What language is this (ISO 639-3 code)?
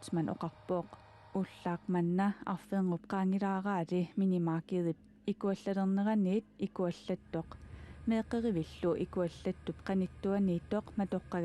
kal